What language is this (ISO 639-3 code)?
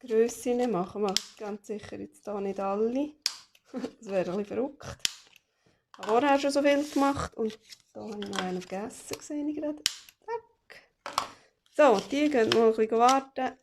gsw